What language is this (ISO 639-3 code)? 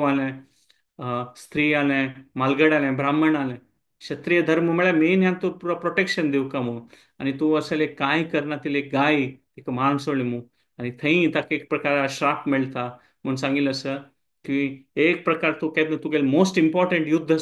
kok